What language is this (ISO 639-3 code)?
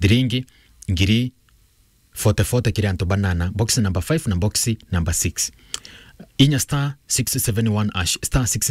mer